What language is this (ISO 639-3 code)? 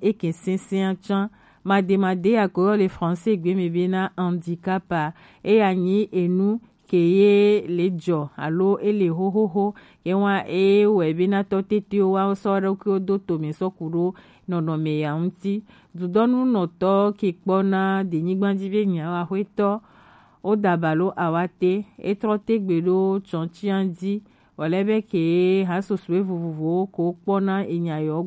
gej